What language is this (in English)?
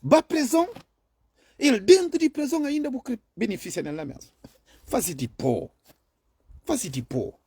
Kabuverdianu